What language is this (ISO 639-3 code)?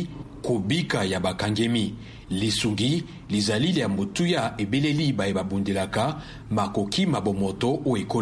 lin